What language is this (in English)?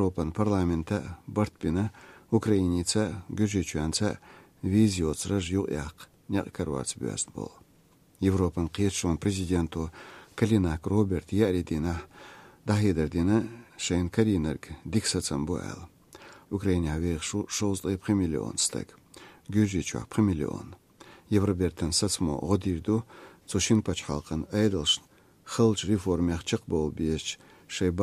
Chechen